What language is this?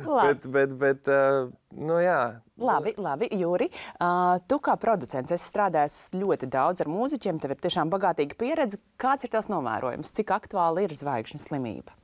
Latvian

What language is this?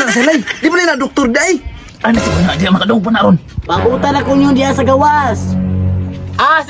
Cebuano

